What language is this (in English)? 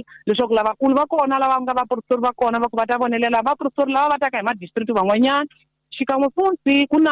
Tsonga